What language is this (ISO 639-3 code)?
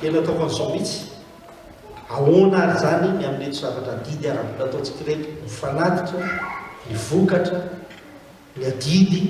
mlg